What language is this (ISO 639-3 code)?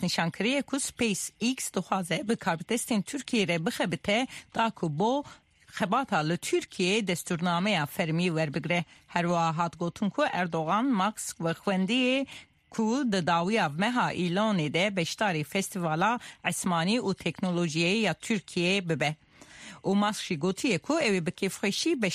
kur